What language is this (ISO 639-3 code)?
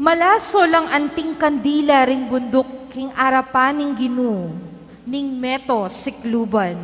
pam